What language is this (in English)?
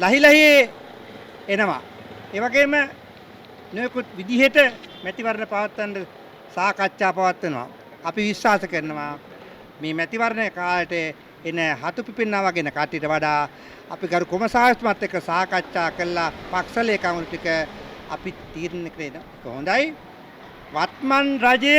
Sinhala